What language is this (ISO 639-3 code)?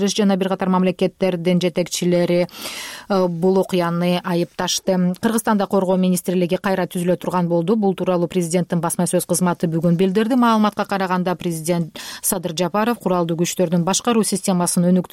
kir